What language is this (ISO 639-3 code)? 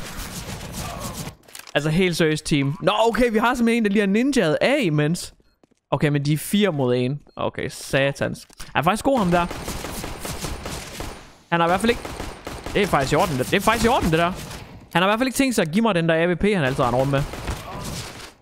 dan